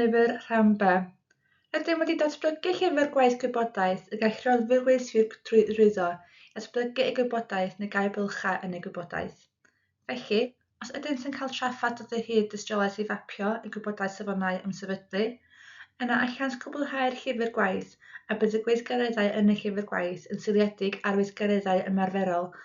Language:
Welsh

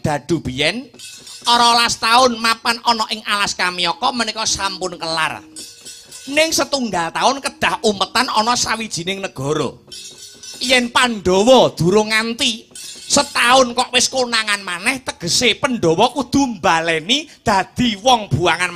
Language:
Javanese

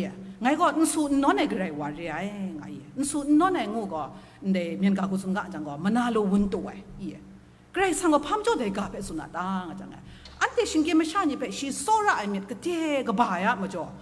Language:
Kachin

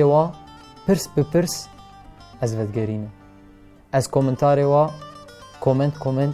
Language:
Kurdish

